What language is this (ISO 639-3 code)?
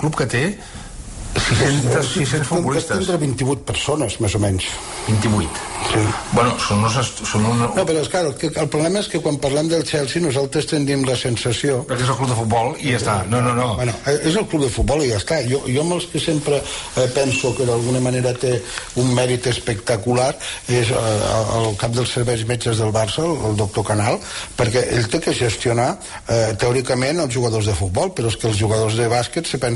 cat